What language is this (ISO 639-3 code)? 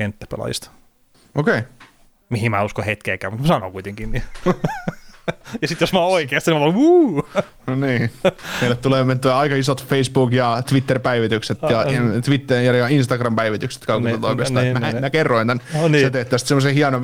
fin